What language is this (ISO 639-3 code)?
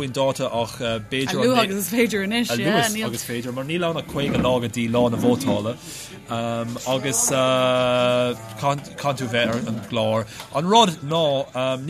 gle